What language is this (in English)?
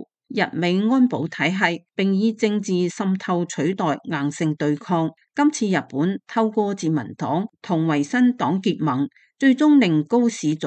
Cantonese